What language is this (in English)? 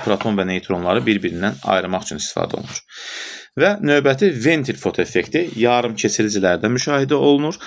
Azerbaijani